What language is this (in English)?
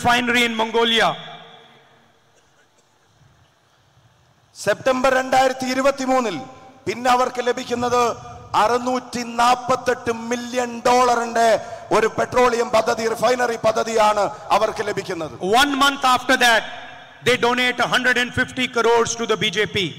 Malayalam